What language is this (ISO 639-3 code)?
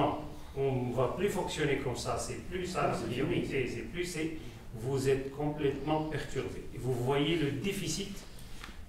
fra